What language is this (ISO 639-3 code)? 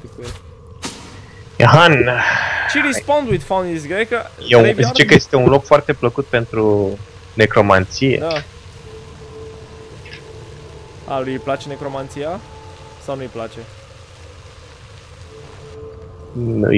ron